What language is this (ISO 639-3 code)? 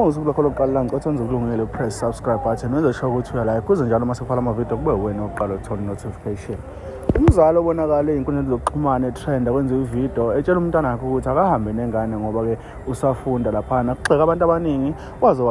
zul